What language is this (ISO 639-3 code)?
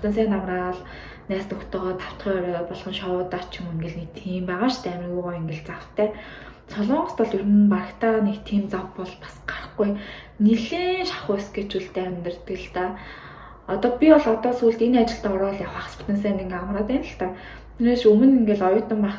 mon